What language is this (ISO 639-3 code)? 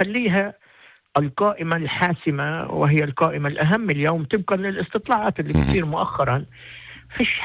apc